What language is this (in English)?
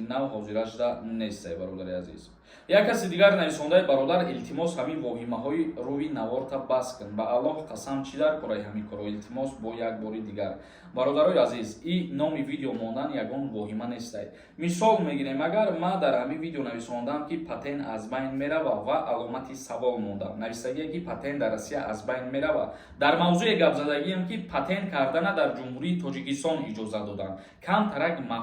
Tajik